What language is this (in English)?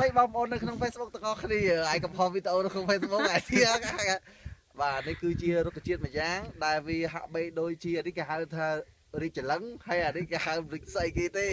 Khmer